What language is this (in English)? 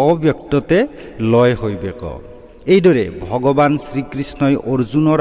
Assamese